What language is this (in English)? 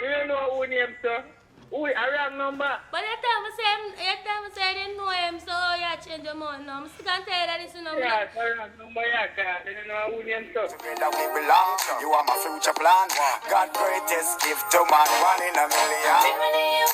Jamaican Creole English